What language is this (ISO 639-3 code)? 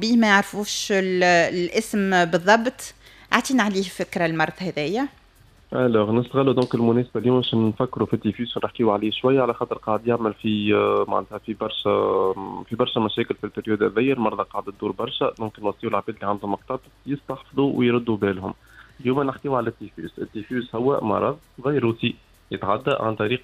aeb